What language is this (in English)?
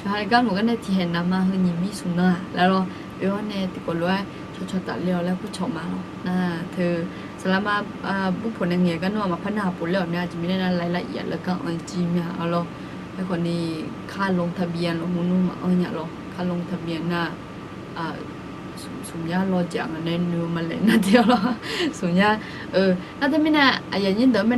Akha